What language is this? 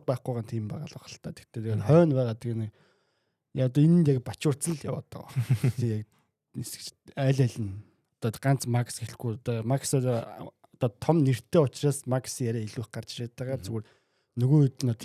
Mongolian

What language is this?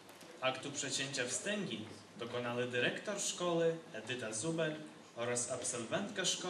Polish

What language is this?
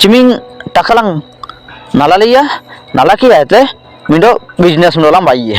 Ho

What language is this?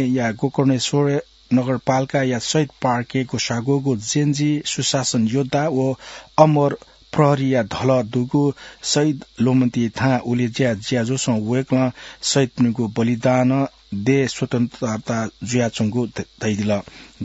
Newari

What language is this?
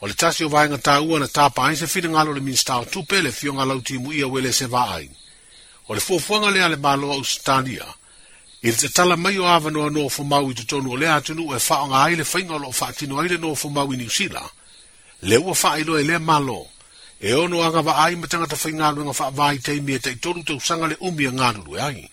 Samoan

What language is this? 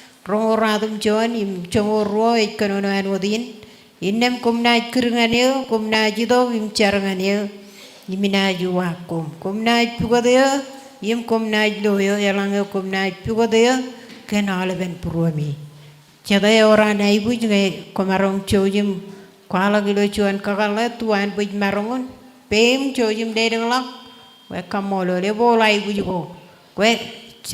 Marshallese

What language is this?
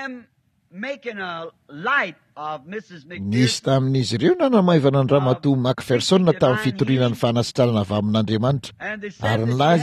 Malagasy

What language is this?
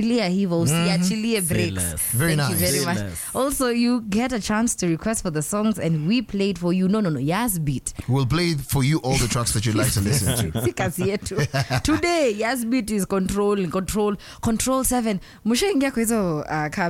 Swahili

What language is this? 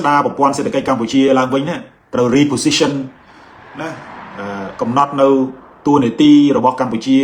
Khmer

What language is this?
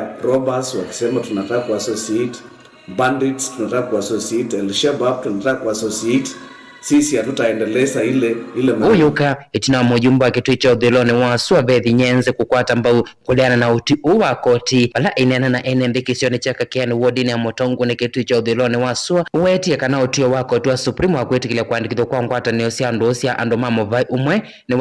Kamba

